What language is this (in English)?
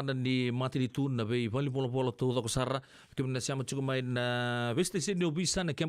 Fijian